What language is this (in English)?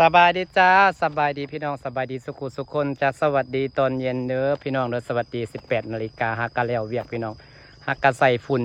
Lao